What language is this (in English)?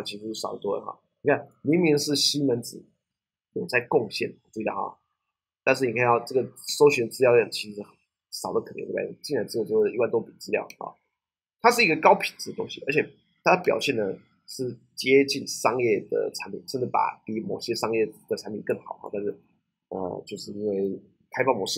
Chinese